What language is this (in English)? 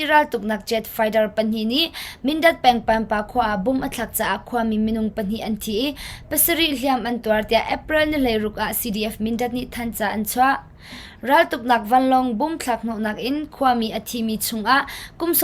Hakha Chin